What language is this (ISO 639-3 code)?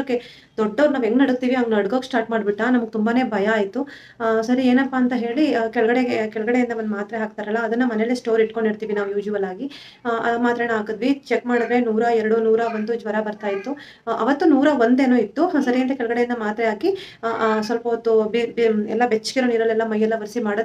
kan